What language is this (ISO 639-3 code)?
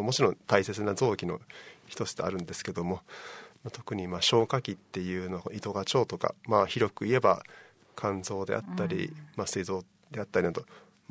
jpn